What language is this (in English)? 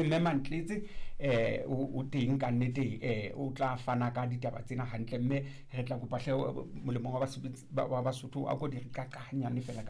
Southern Sotho